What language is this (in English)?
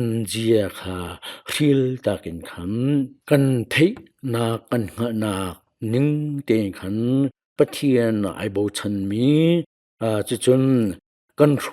Hakha Chin